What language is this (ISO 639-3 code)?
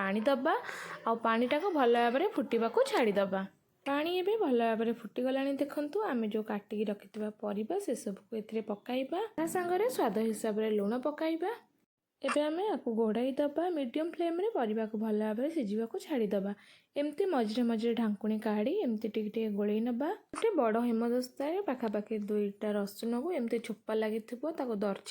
ori